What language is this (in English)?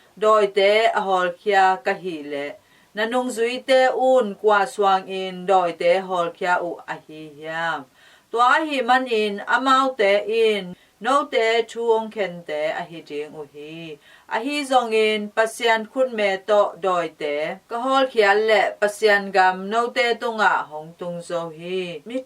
Tedim Chin